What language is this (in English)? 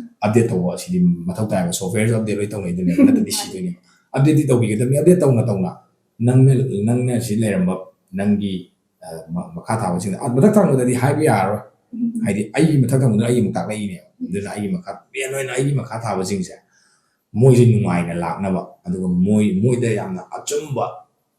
Manipuri